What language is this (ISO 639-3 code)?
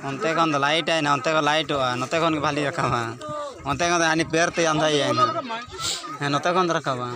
sat